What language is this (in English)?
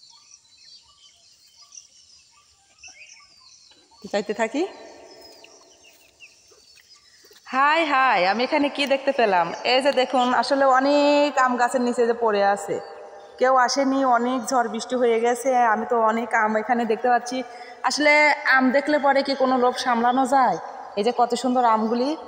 Bangla